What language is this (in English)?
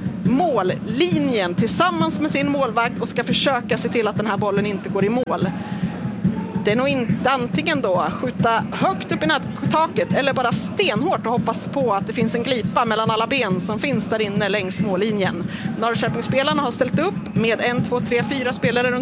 Swedish